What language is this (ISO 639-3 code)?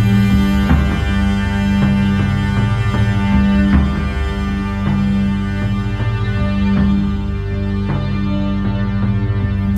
swe